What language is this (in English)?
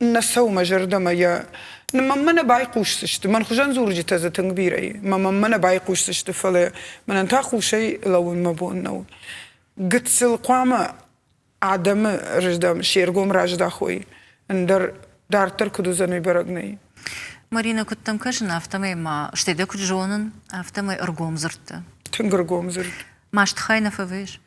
Ossetic